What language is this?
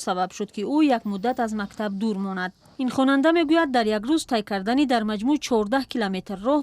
Tajik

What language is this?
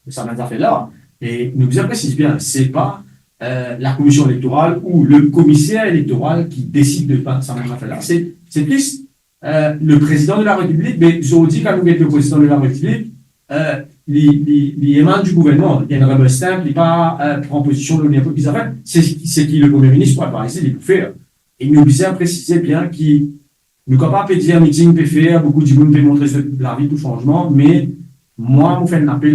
Morisyen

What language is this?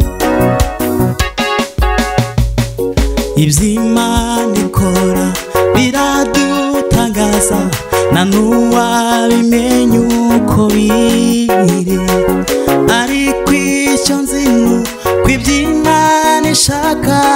Kinyarwanda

